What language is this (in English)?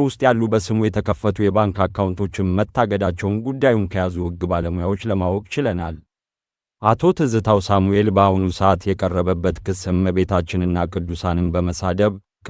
Amharic